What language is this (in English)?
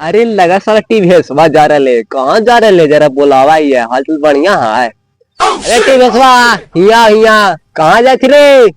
Magahi